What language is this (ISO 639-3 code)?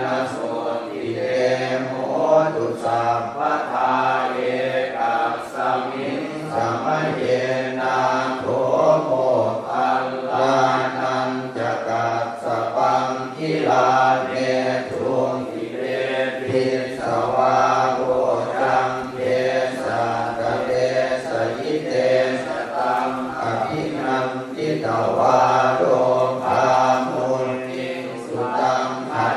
pli